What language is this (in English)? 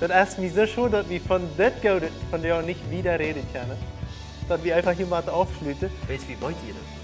Plautdietsch